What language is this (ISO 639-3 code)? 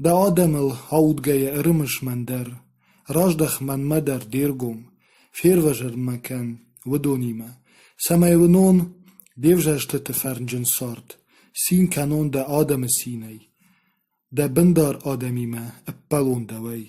oss